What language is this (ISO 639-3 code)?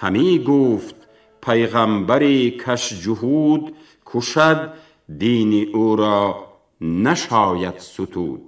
tgk